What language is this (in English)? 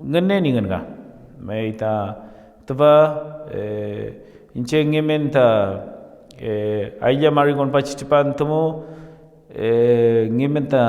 Mapuche